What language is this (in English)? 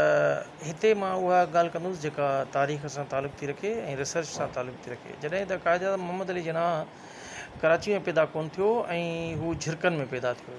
Sindhi